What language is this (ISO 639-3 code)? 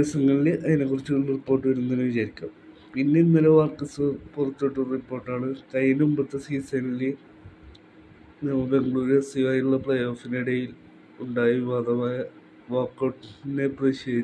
mal